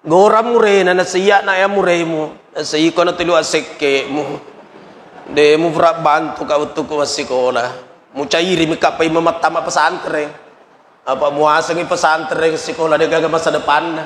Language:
Buginese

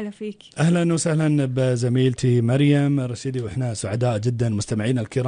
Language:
Gulf Arabic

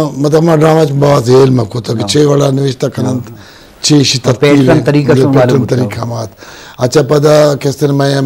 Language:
Eastern Balochi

